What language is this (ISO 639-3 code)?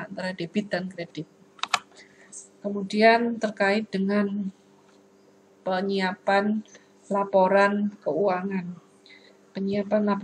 ind